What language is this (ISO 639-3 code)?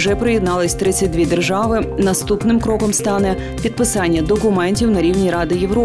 ukr